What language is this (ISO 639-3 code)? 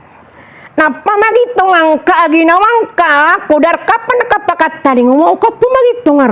mrw